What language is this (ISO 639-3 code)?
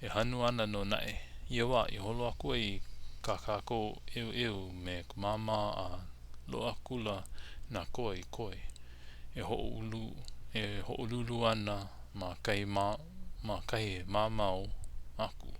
haw